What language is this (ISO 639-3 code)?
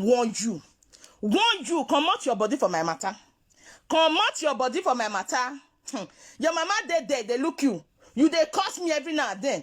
pcm